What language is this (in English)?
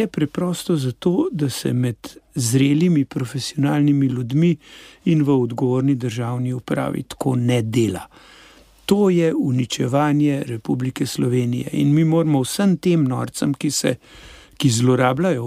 Slovenian